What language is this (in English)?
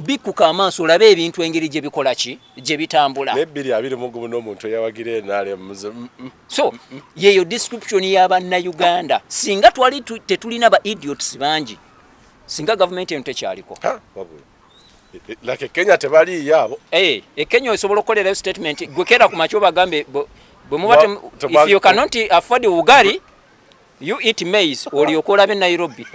Ganda